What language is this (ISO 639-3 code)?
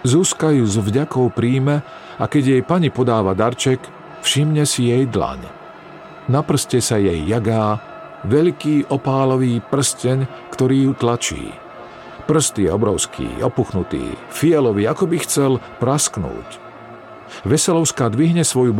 slk